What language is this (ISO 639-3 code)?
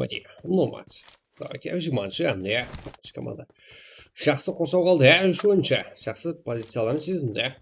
kaa